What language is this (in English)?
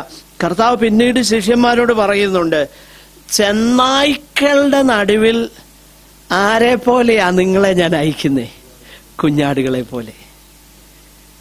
Malayalam